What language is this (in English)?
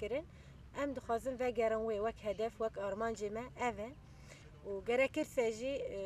Kurdish